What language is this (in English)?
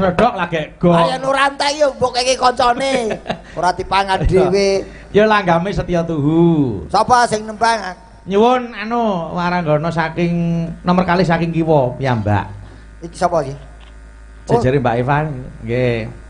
Javanese